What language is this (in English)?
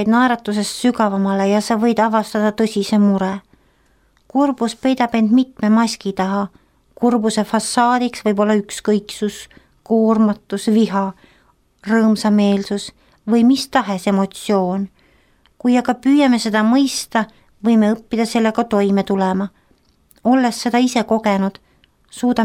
Estonian